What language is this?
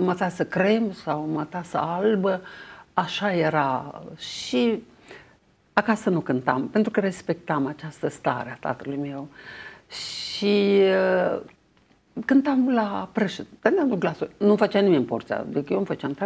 Romanian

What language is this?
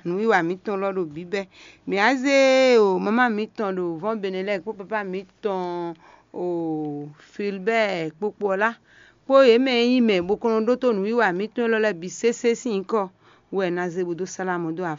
Fon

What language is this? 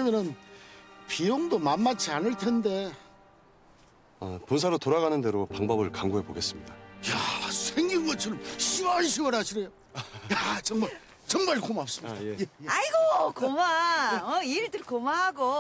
Korean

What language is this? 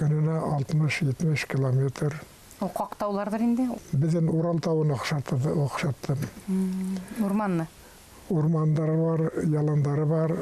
Bashkir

